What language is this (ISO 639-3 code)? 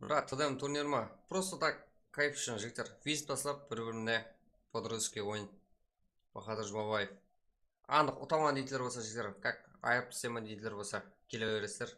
kaa